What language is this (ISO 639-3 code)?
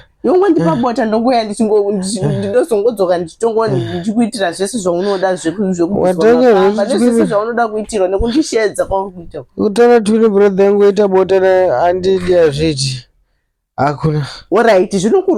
sna